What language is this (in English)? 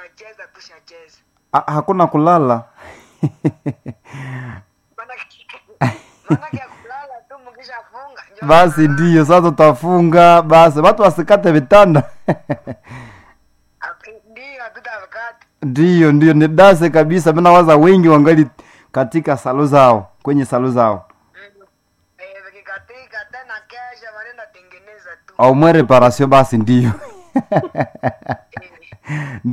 Swahili